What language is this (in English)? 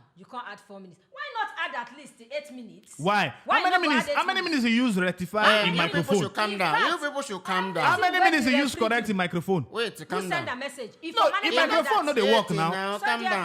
Nigerian Pidgin